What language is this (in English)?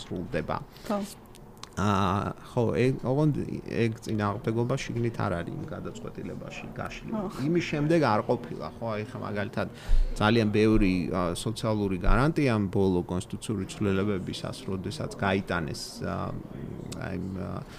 Georgian